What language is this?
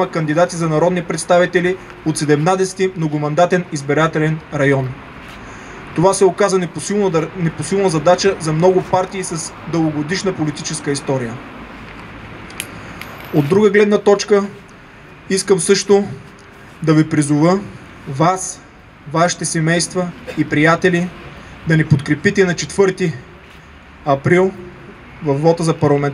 Bulgarian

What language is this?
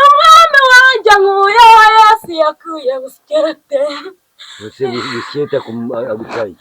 Kinyarwanda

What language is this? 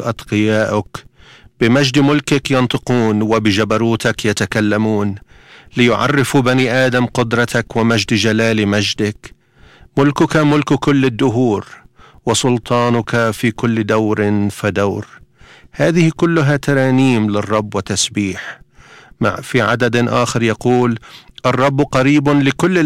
Arabic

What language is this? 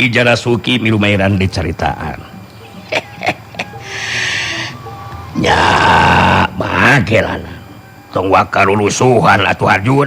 Sundanese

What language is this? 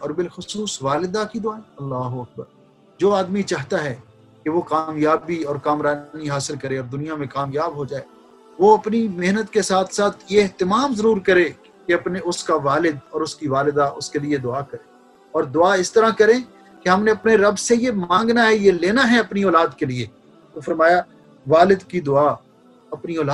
Urdu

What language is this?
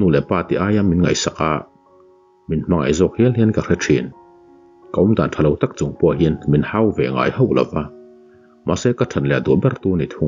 Mizo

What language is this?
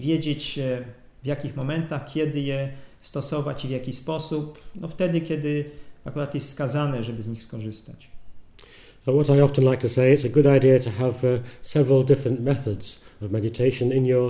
Polish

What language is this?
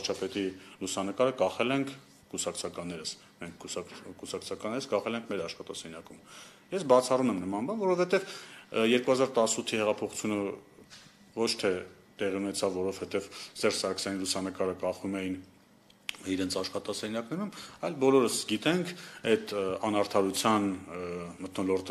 Armenian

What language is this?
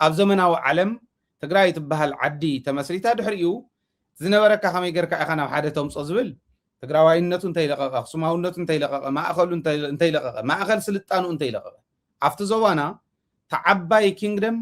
Tigrinya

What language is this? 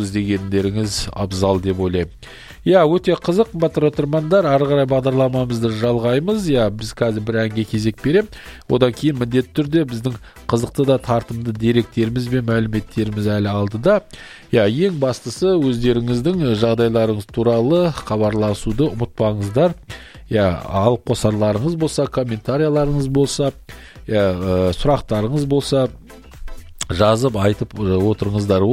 Kazakh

